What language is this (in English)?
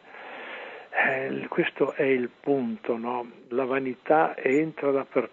Italian